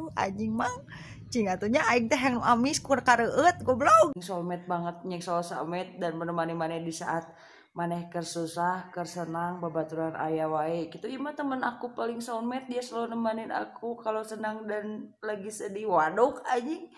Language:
Sundanese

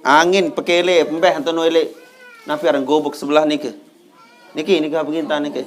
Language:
Sasak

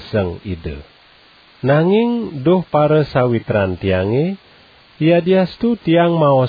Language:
Balinese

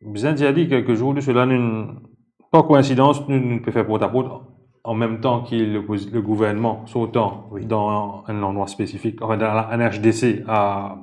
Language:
Morisyen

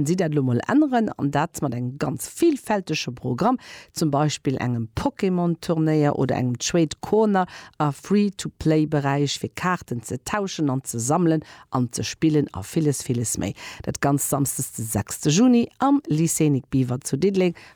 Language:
Luxembourgish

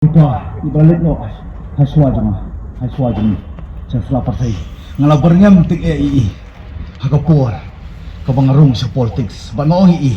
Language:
Khasi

